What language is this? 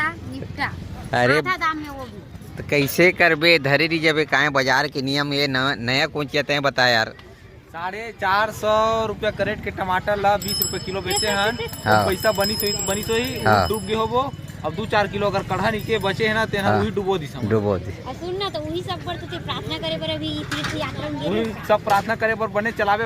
Chhattisgarhi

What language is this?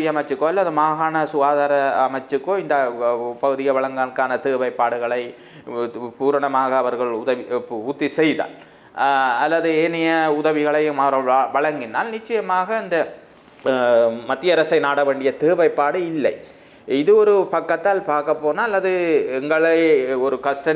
Tamil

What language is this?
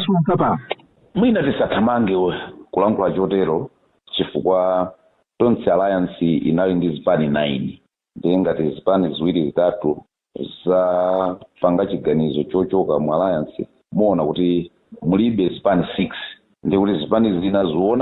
Nyanja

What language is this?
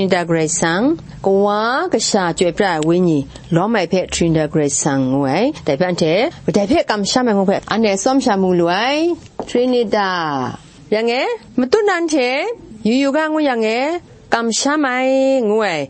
Kachin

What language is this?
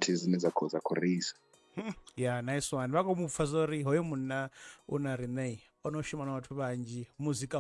Venda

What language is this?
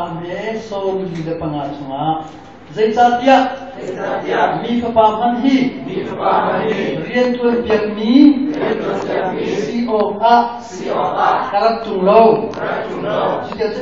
Hakha Chin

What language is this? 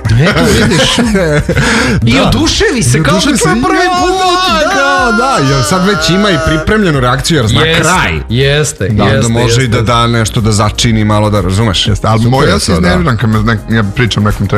Serbian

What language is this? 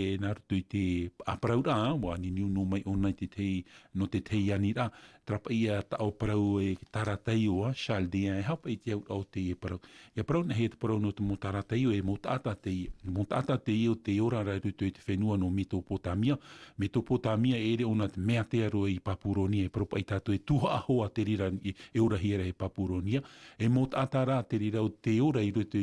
Tahitian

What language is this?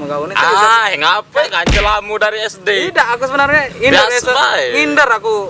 Musi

